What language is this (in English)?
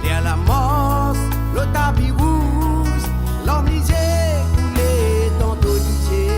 Morisyen